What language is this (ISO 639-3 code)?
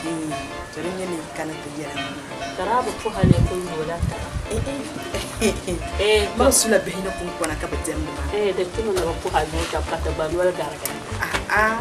dag